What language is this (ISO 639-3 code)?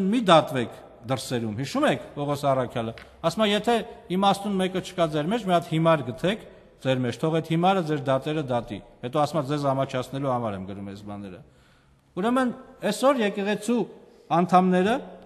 hye